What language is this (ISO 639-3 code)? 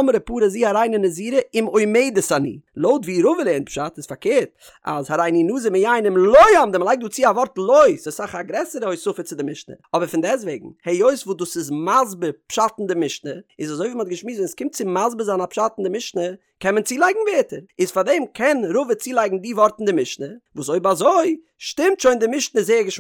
yid